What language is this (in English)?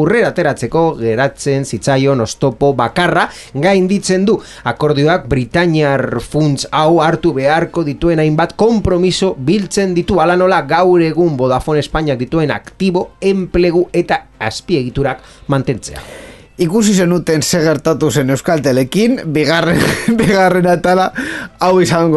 Basque